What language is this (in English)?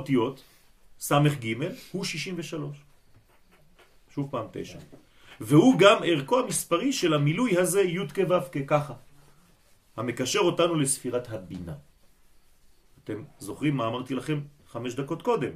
Hebrew